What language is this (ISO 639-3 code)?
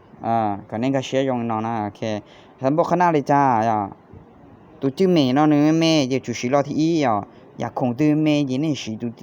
hmn